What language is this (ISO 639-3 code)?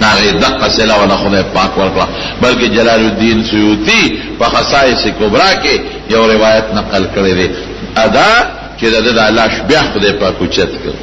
pus